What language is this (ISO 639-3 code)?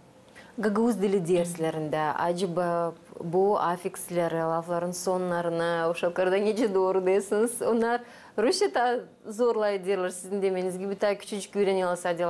gag